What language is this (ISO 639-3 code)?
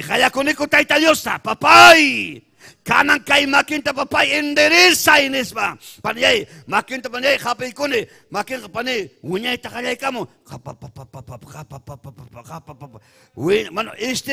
quy